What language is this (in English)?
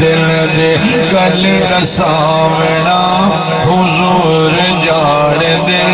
Saraiki